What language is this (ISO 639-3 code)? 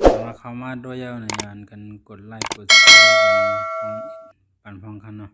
shn